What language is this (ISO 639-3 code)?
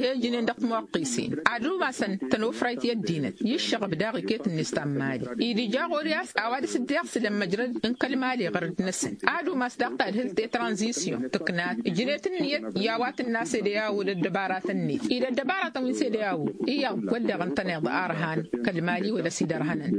taq